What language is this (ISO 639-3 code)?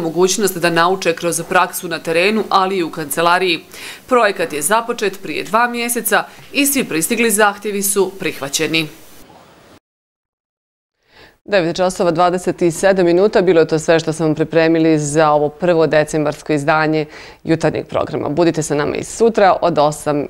bos